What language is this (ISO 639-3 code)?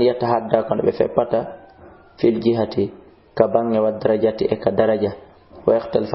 ful